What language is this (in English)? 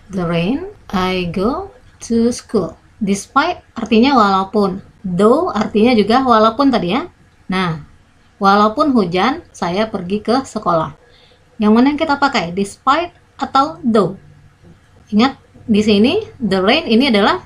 Indonesian